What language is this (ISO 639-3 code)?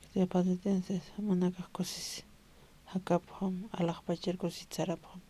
aym